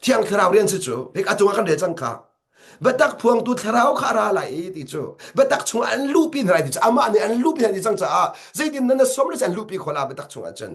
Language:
Hakha Chin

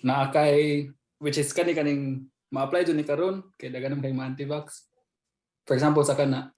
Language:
Cebuano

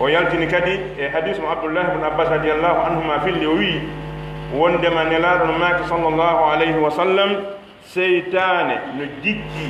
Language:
Pular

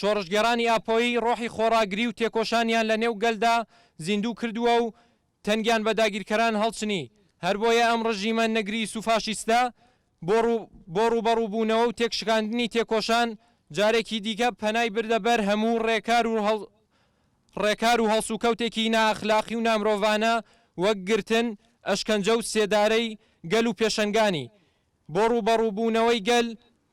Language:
Central Kurdish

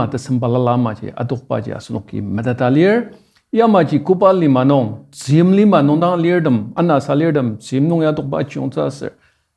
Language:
Ao Naga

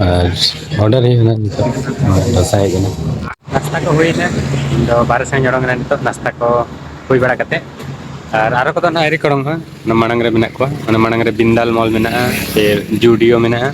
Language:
Santali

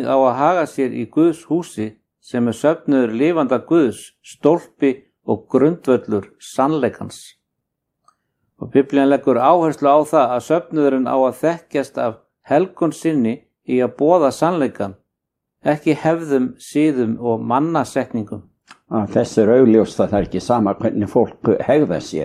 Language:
Icelandic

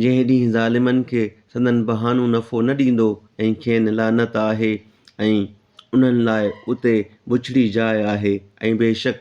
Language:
Sindhi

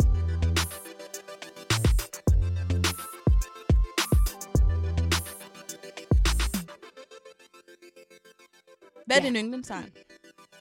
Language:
Danish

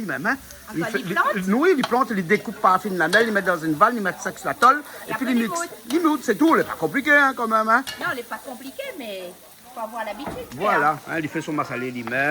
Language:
Réunion Creole French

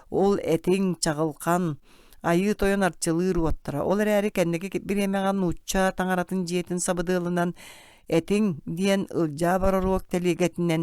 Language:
Yakut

